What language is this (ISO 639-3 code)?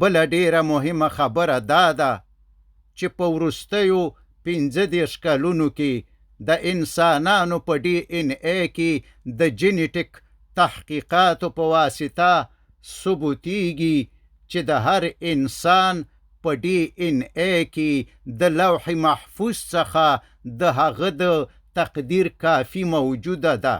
pus